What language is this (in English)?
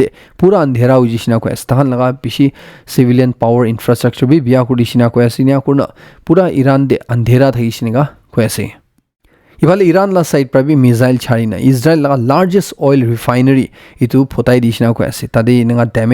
Naga Pidgin